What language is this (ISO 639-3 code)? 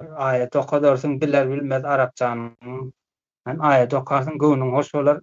tuk